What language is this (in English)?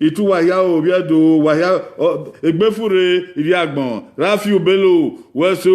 Bini